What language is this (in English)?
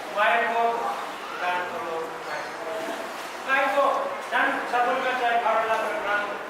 Pohnpeian